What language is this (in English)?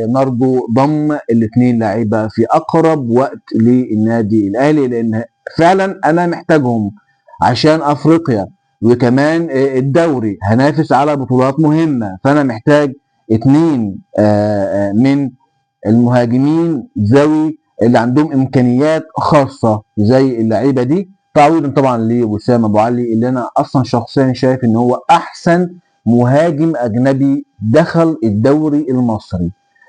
Egyptian Arabic